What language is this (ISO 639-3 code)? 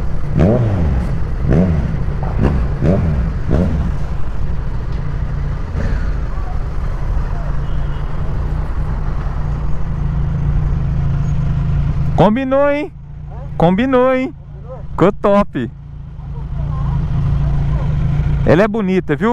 por